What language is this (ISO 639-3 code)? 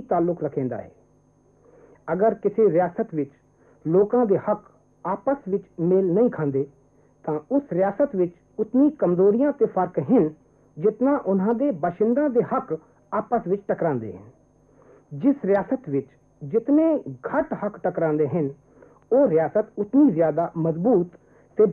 pan